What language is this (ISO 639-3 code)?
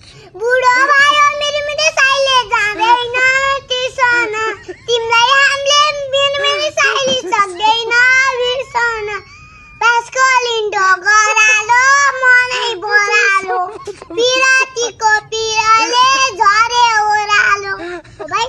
nep